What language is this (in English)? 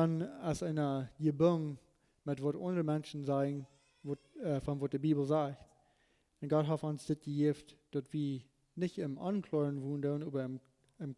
Plautdietsch